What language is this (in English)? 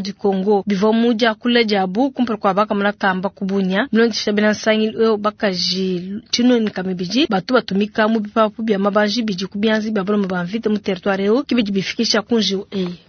Luba-Lulua